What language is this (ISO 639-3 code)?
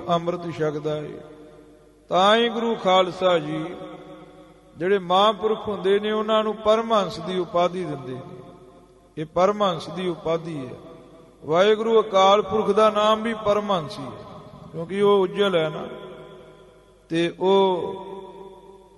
pan